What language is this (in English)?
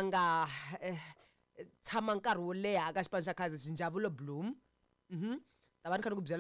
Tsonga